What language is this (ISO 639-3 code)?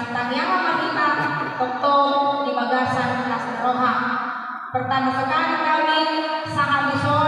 bbc